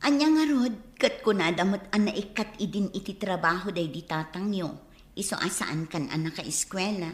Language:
Iloko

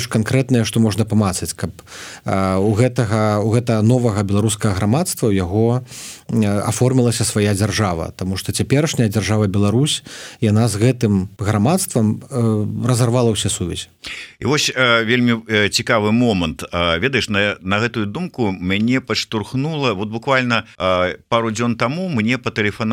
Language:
Belarusian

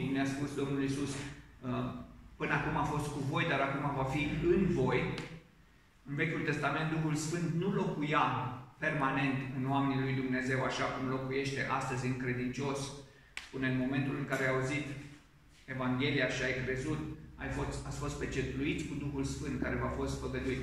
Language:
Romanian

